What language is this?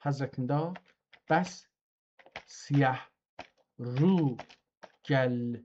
South Azerbaijani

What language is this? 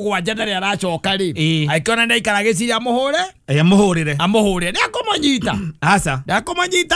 Kikuyu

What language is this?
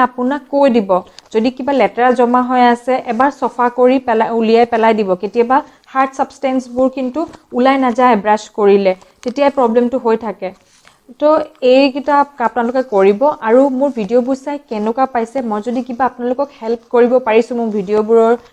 Assamese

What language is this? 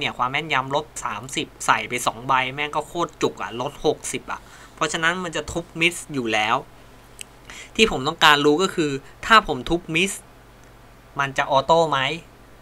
Thai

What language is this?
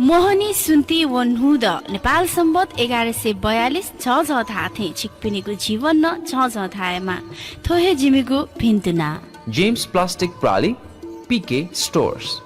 Newari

